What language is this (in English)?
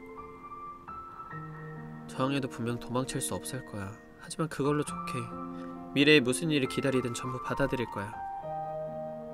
Korean